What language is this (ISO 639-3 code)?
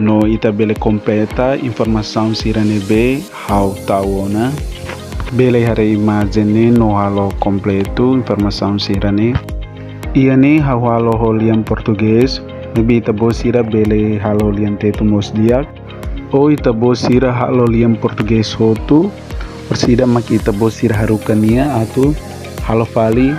tet